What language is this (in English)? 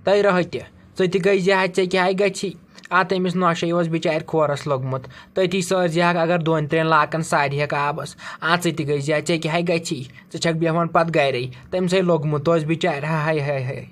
Kashmiri